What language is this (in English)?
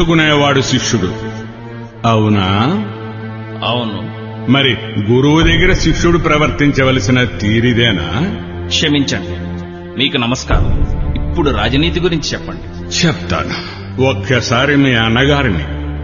Telugu